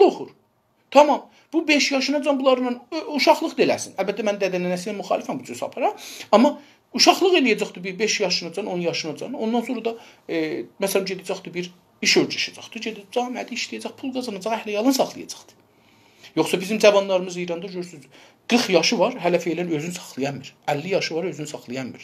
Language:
South Azerbaijani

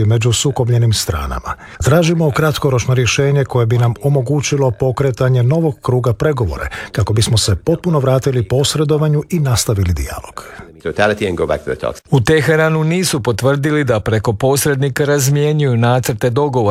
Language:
Croatian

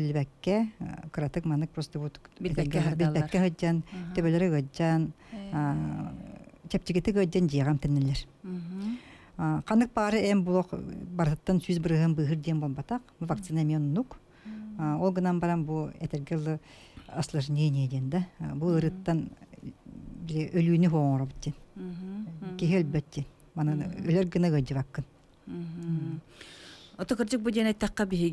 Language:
Yakut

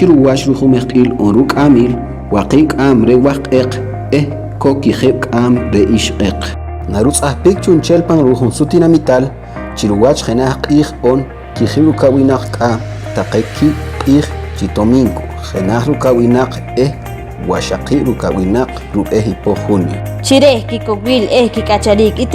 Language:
Poqomchi'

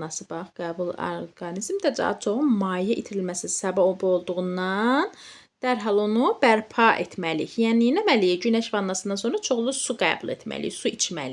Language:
Azerbaijani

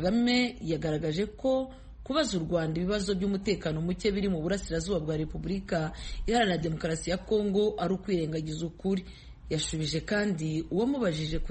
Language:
Kinyarwanda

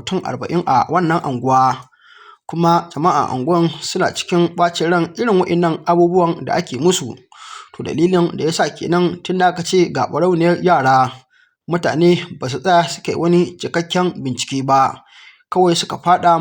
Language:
Hausa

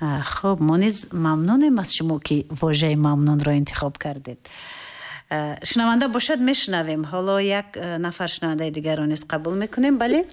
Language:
Tajik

